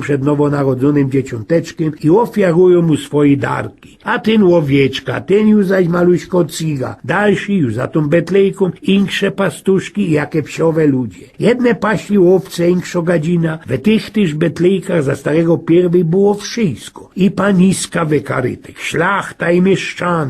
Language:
Silesian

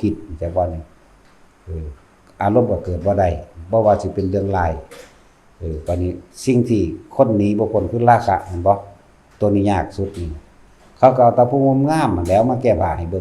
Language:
Northeastern Thai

